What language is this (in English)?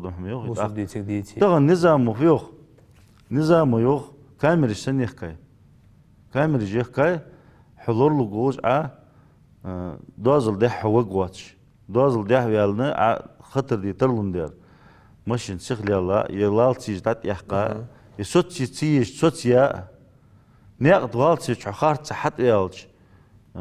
Ingush